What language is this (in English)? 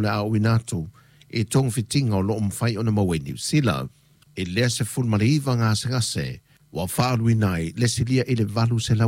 Samoan